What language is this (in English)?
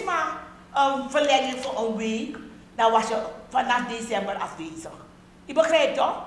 Sranan Tongo